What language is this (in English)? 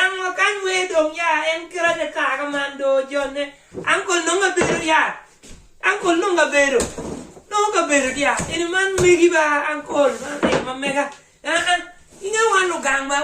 Acoli